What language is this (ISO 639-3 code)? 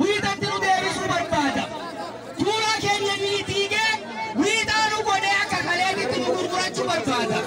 orm